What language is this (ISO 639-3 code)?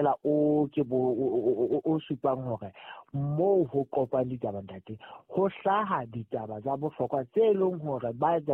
sot